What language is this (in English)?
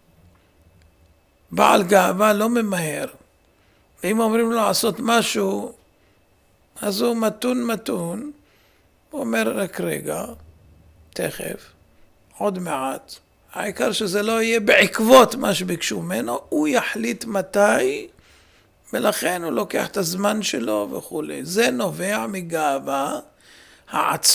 Hebrew